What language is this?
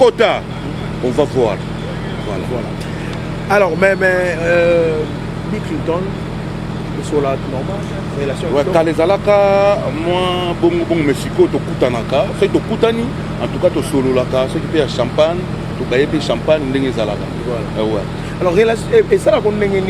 Lingala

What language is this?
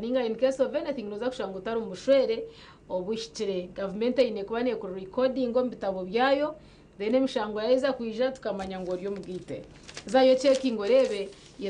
Nyankole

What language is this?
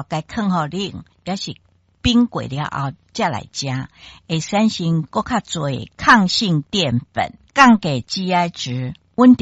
Min Nan Chinese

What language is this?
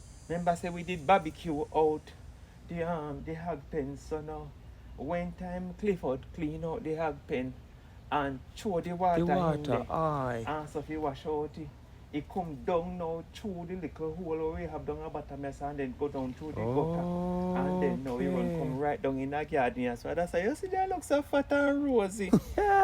Jamaican Creole English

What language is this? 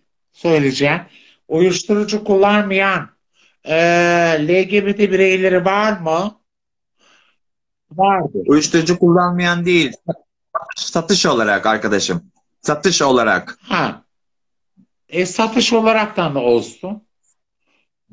Turkish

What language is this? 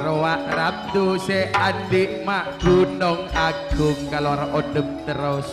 Madurese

